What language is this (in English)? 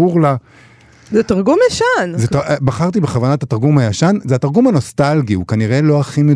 Hebrew